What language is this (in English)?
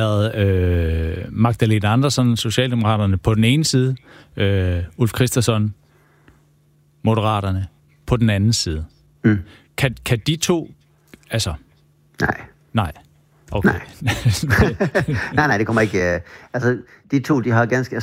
Danish